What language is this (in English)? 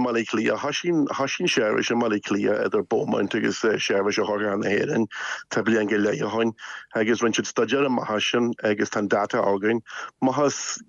Irish